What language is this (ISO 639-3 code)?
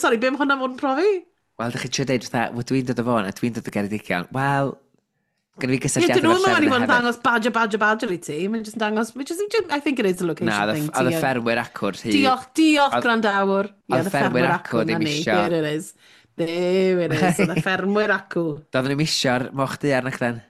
cym